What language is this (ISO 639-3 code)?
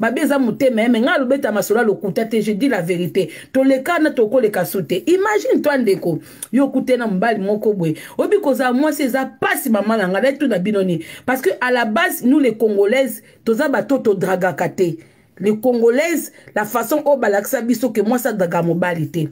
lin